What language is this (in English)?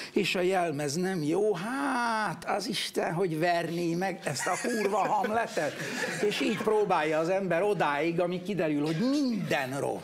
Hungarian